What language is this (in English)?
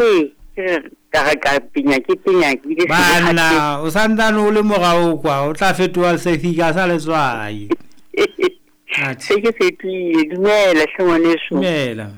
Southern Sotho